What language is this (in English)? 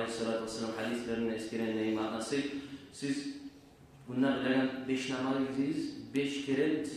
Kumyk